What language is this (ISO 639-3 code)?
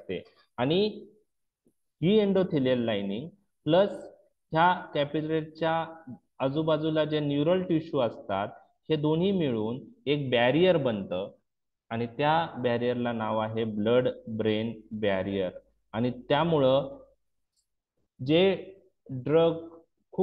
mar